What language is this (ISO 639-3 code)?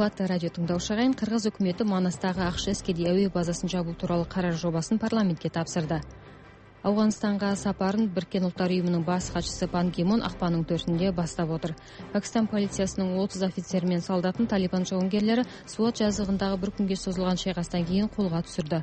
kaz